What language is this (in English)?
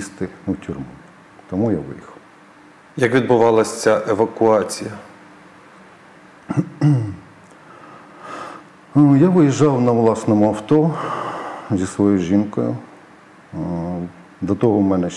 Ukrainian